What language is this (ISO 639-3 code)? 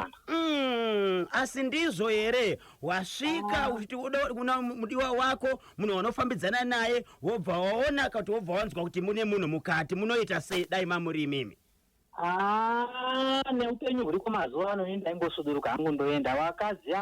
sna